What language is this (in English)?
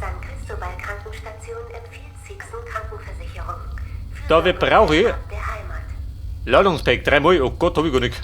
Bavarian